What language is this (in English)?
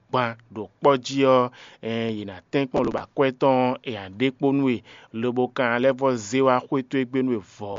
Fon